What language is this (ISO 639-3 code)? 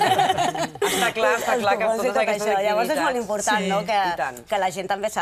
cat